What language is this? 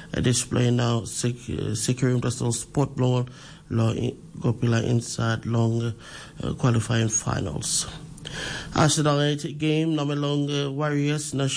Tok Pisin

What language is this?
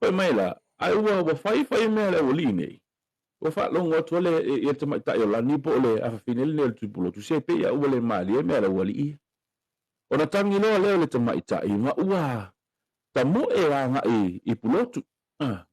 Samoan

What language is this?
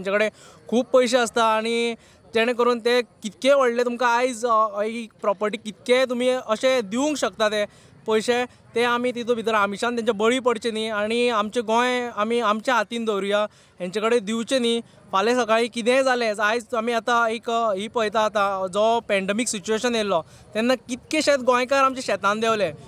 Konkani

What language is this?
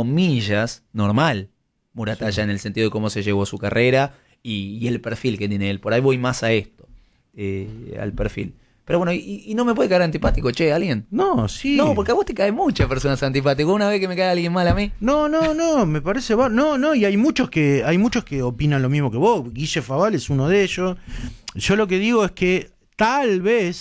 Spanish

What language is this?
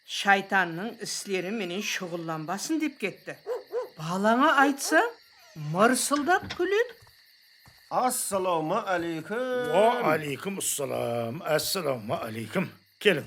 Kara-Kalpak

